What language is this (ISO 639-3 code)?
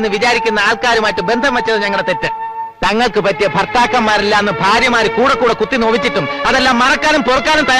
mal